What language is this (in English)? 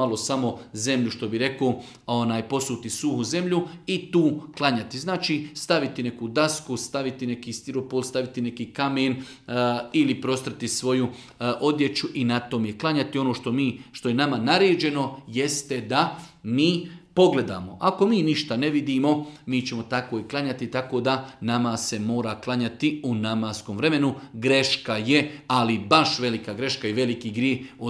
Bosnian